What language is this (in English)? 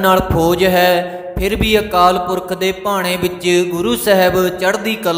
Punjabi